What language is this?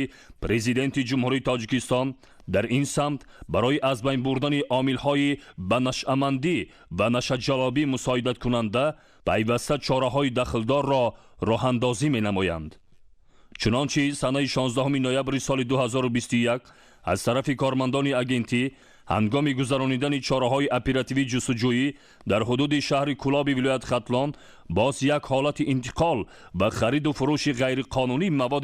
Tajik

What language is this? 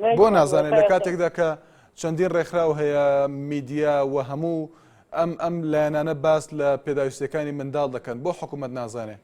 Central Kurdish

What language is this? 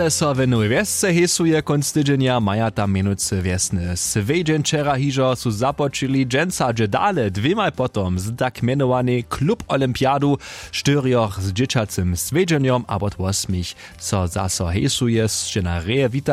Upper Sorbian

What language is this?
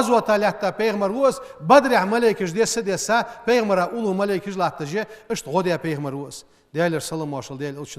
Ingush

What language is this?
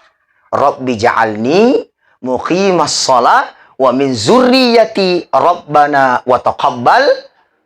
Buginese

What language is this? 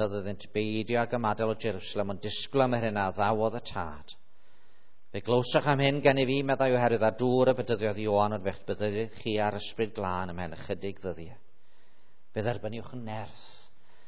Welsh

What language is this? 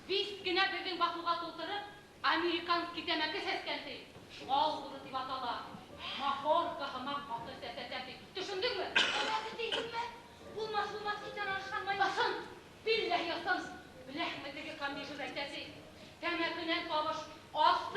Bashkir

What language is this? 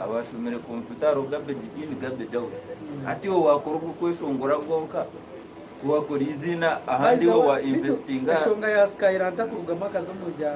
Nyankole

